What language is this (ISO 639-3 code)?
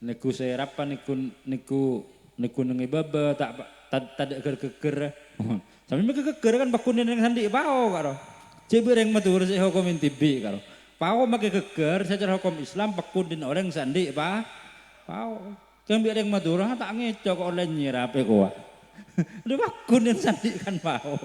mad